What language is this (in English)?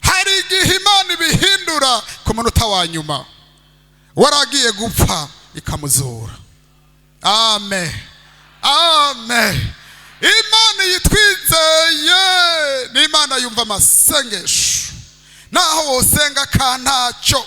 Rundi